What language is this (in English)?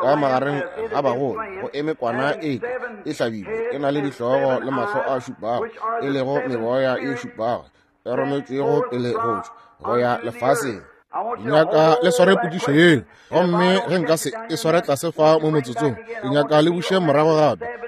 Northern Sotho